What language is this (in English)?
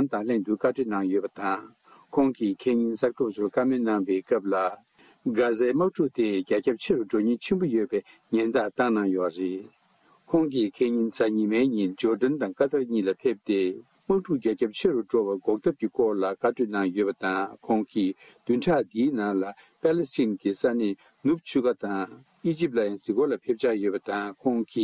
Tibetan